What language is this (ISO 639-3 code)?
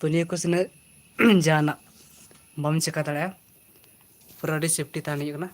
sat